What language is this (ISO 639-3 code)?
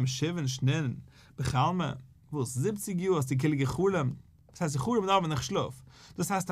yid